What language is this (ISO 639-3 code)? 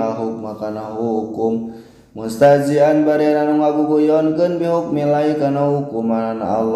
sun